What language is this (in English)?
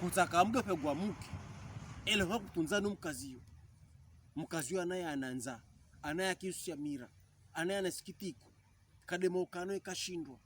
Pokomo